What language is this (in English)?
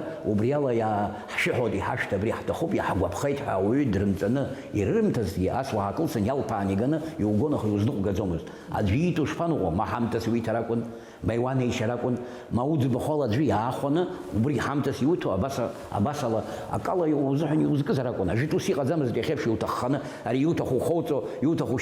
Abkhazian